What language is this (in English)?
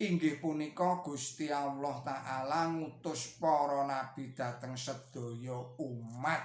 Javanese